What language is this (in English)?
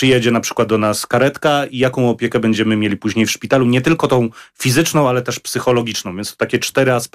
Polish